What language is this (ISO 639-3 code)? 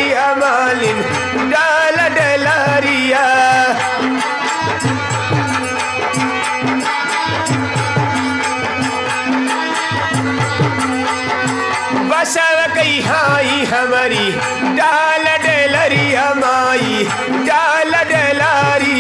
bho